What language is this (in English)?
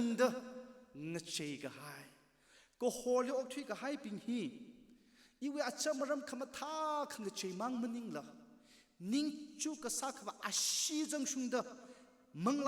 Tangkhul Naga (India)